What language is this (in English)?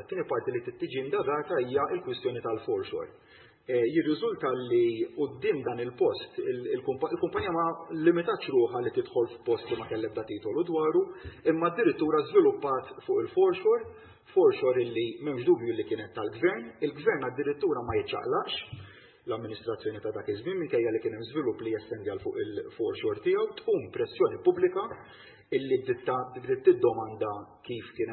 Maltese